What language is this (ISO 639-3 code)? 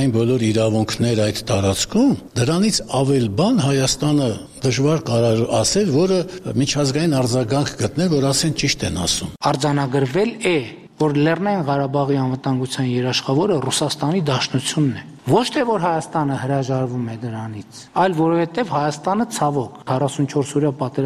hye